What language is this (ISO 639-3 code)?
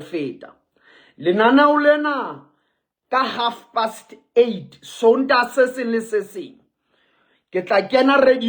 sot